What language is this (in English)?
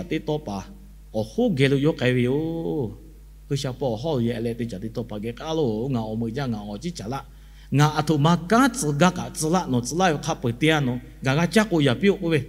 Lahu